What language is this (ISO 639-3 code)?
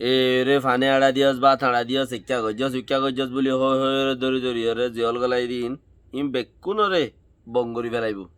rhg